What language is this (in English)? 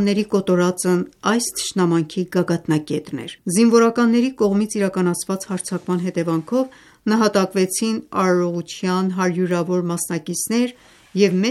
Armenian